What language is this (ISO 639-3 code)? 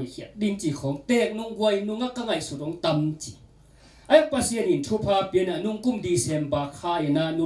ctd